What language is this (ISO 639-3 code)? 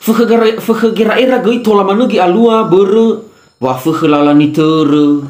nia